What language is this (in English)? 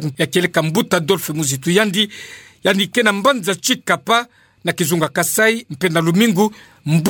Kituba (Democratic Republic of Congo)